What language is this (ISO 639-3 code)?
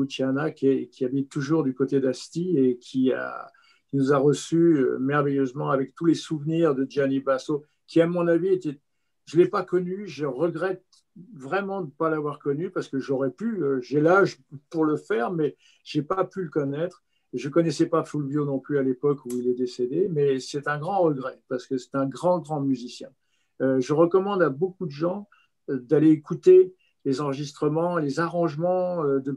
fra